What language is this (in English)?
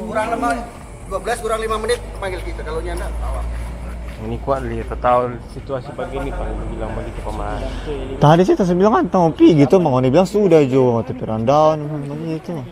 Manado Malay